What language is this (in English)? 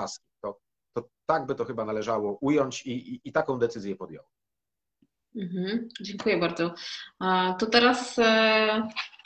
Polish